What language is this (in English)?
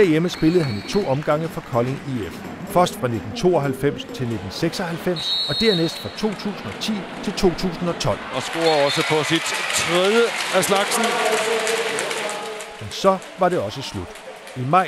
Danish